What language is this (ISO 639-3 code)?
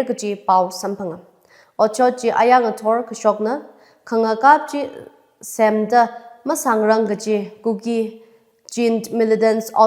nmf